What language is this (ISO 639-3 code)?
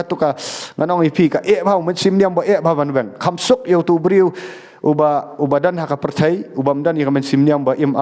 kha